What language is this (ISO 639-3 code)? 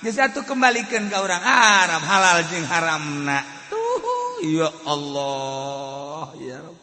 sun